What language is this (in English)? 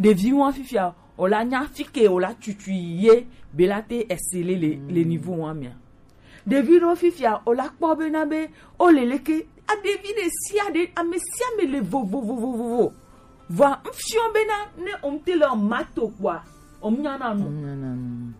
Gen